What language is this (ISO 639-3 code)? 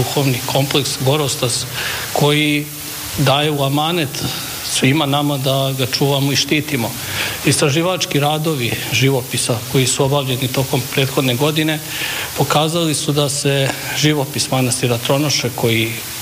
srp